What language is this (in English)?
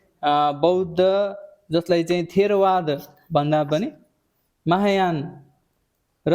Nepali